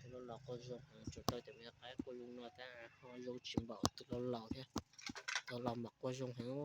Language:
Hmong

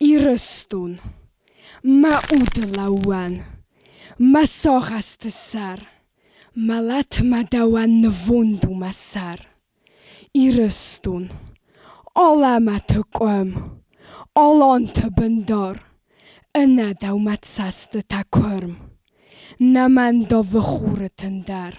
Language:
Ossetic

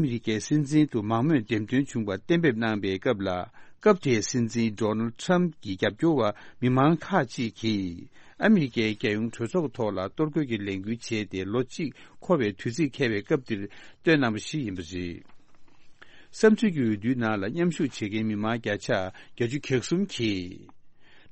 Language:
Tibetan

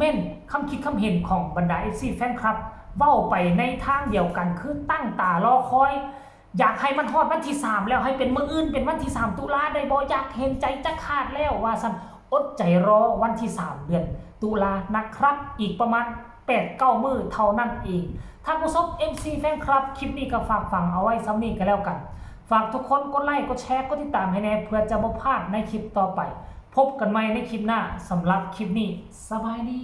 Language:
Northeastern Thai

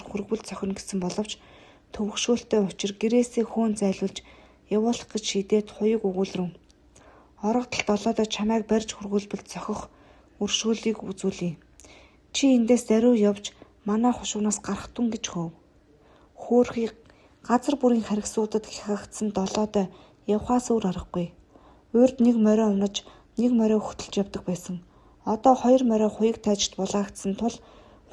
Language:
Mongolian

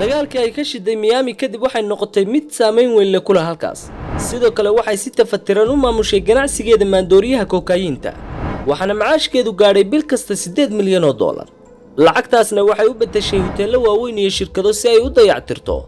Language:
Somali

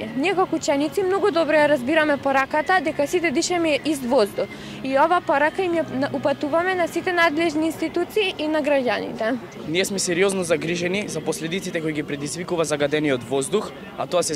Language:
Macedonian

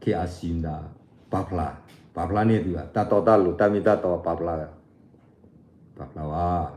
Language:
S'gaw Karen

